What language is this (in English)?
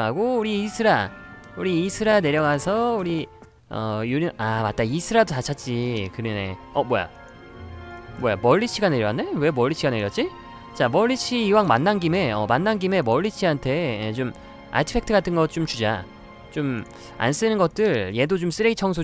Korean